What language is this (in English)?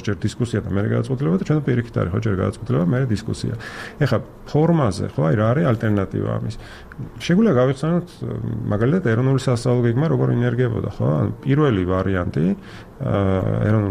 Georgian